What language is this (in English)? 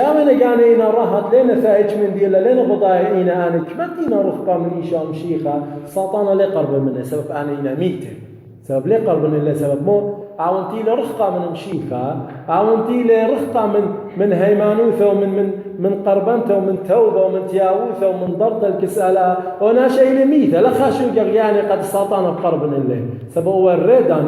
Assyrian Neo-Aramaic